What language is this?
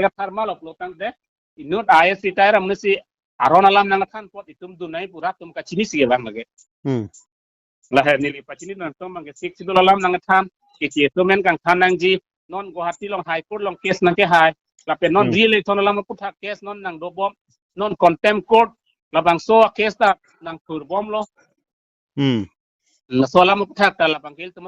Karbi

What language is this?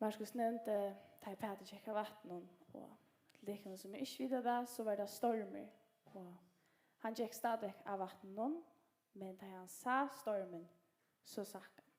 Faroese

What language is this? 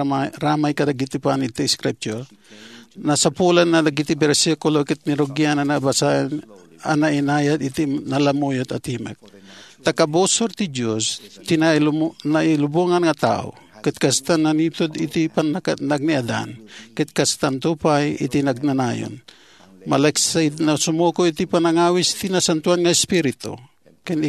Iloko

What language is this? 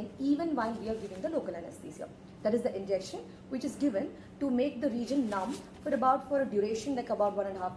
English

